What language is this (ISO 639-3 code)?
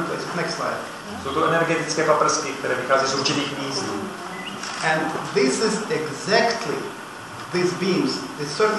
ces